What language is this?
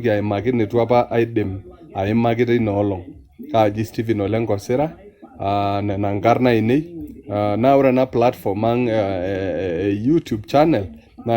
Masai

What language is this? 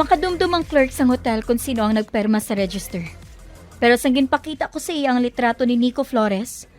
Hiligaynon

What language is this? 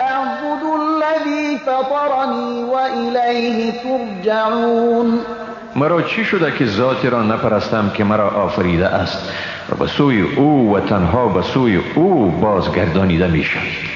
Persian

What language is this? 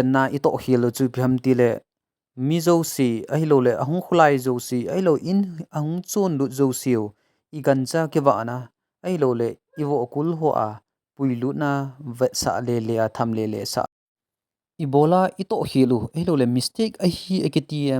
Thado Chin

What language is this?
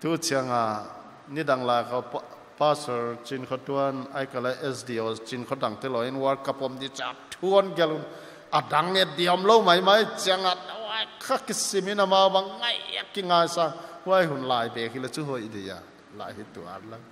Paite Chin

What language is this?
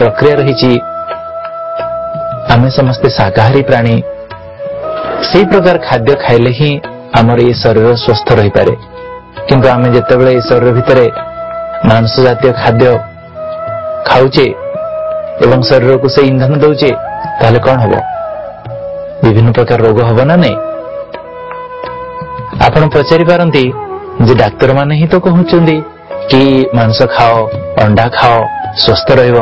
Odia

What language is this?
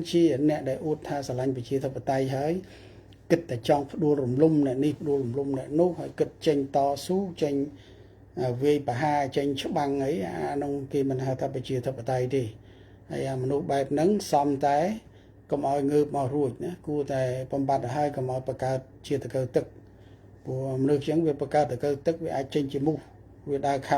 Khmer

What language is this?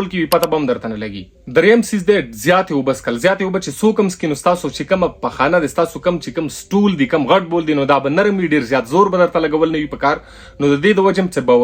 Pashto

